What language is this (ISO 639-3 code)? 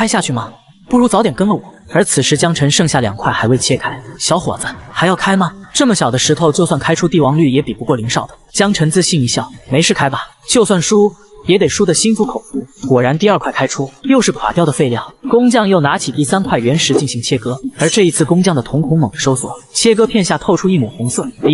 zho